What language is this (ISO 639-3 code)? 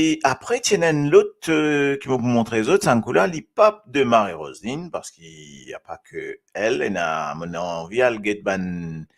mfe